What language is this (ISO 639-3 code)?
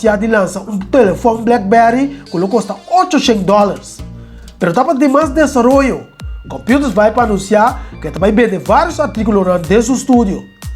pap